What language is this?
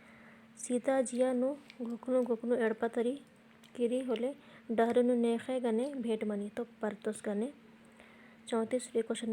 Kurukh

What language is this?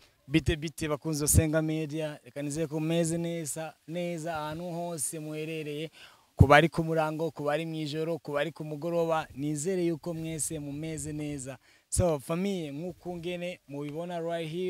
Rundi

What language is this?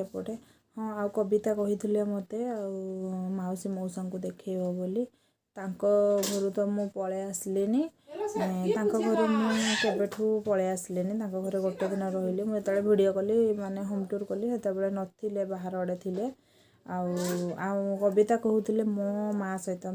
Odia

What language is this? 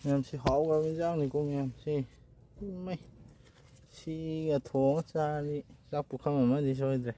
Manipuri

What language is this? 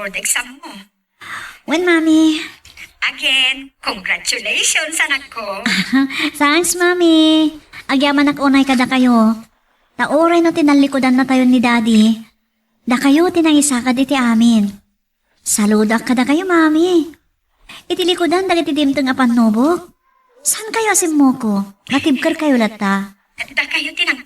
Iloko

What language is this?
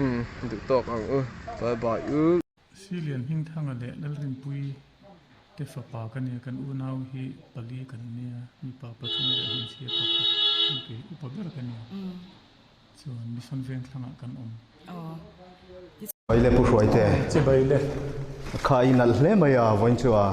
Mizo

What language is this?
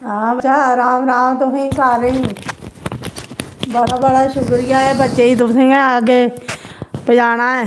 Dogri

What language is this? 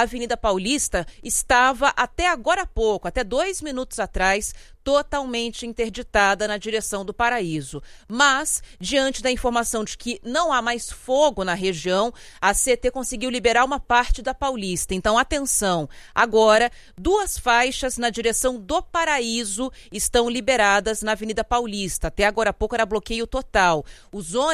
Portuguese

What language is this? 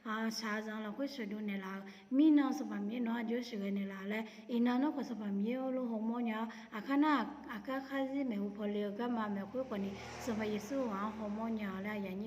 Akha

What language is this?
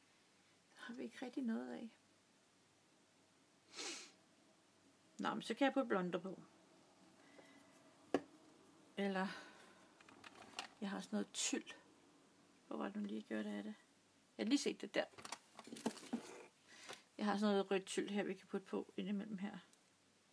Danish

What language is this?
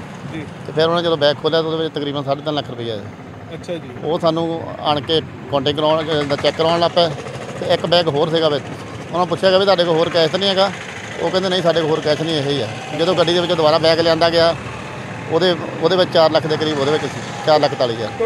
Punjabi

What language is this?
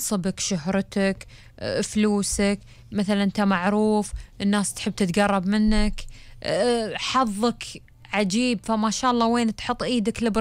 Gulf Arabic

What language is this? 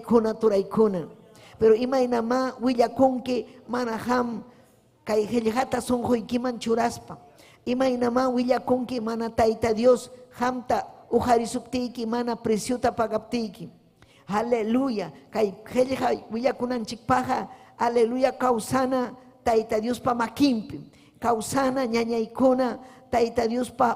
Ayacucho Quechua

